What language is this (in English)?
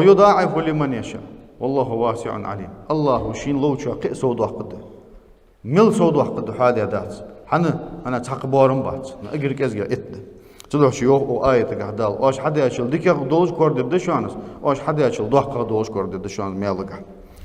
Ingush